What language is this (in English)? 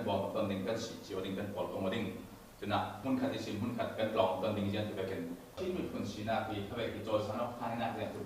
Falam Chin